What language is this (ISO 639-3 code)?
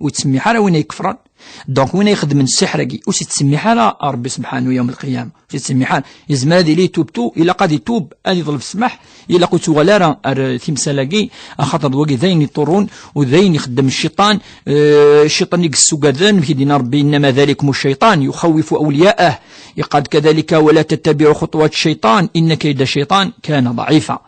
kab